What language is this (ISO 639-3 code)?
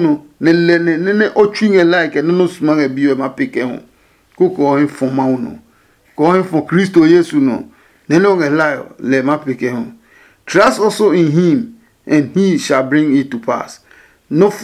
ada